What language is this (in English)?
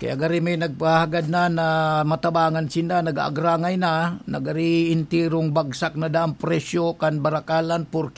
Bikol